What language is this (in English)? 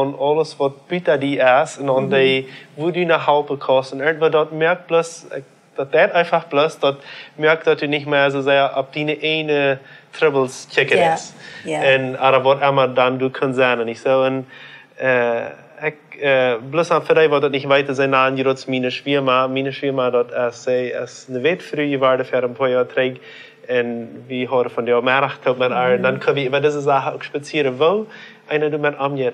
Plautdietsch